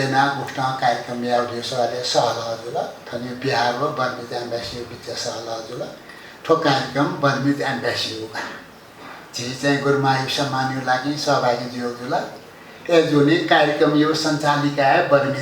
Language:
Newari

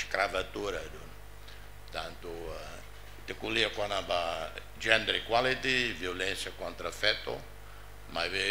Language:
Tetum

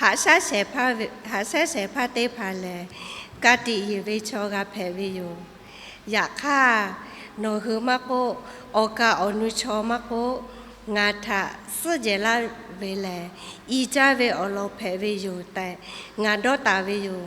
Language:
Lahu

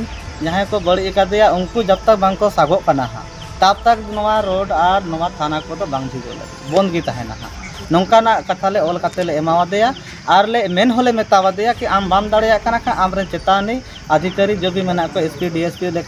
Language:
Santali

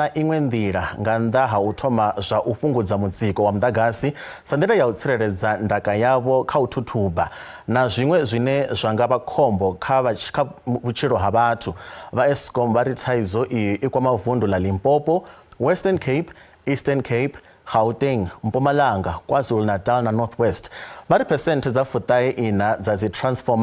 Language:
Venda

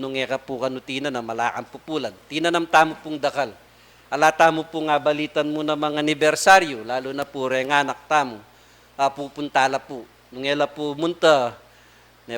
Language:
Pampanga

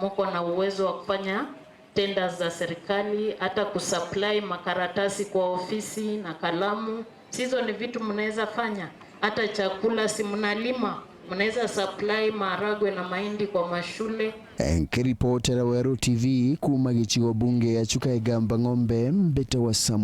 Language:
Meru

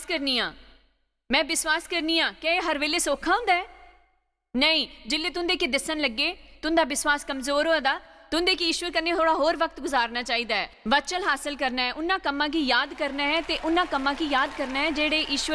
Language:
Dogri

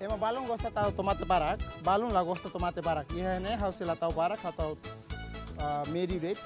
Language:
Tetum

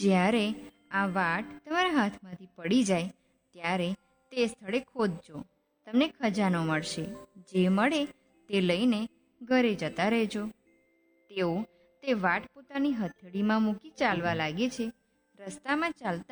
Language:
Gujarati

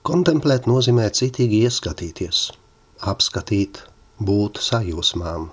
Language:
Latvian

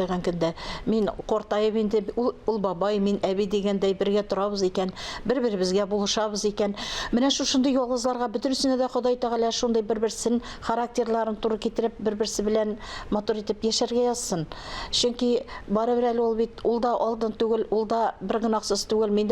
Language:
Tatar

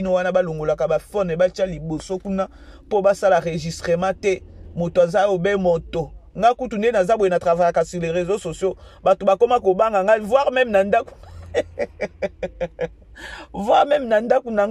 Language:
Lingala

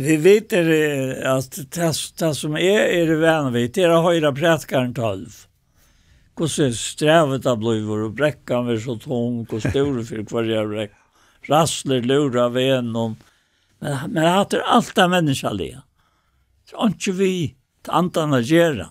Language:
Faroese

